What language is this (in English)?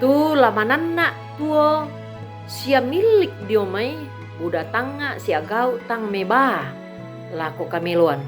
Toraja-Sa'dan